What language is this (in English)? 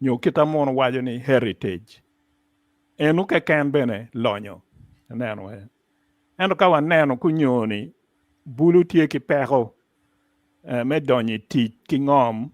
Acoli